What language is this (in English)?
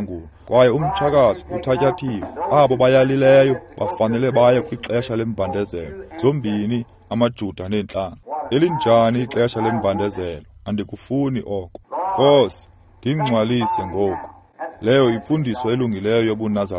Xhosa